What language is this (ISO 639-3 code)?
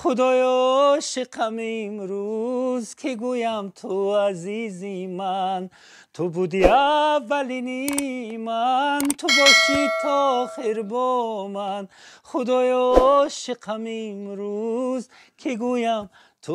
tgk